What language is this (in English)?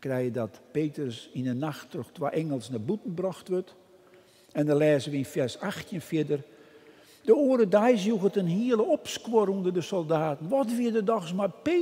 Western Frisian